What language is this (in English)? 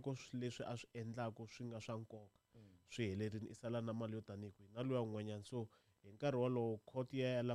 Tsonga